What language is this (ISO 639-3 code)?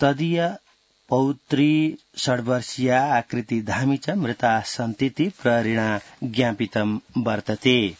san